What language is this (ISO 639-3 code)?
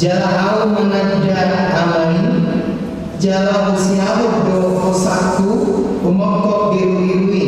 bbc